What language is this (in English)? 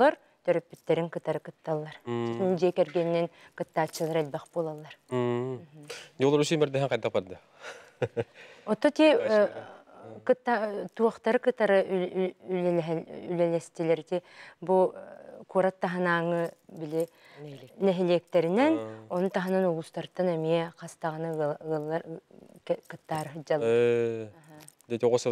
Yakut